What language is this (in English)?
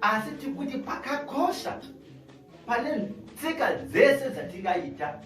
Shona